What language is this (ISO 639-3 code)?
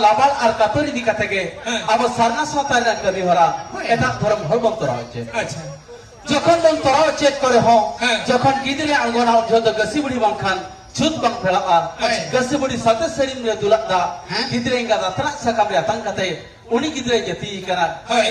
sat